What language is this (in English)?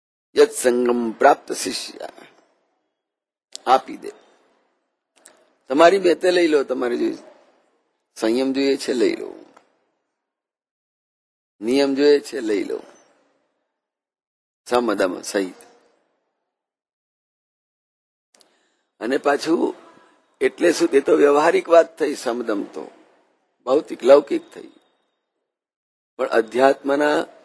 Gujarati